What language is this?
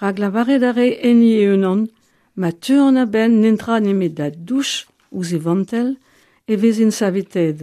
Breton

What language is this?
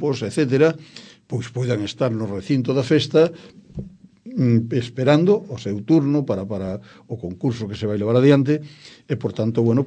Galician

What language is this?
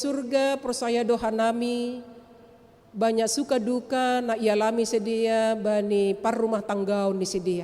Batak Simalungun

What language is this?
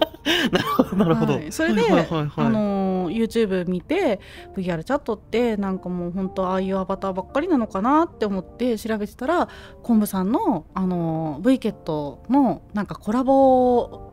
Japanese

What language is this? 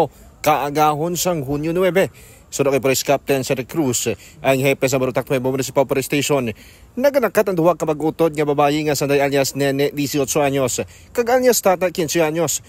Hiligaynon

